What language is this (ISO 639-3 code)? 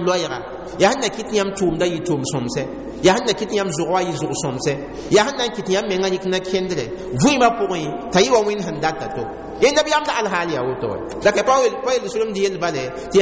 mos